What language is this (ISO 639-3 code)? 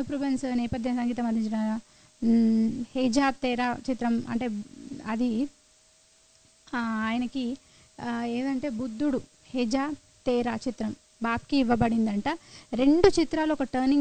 tel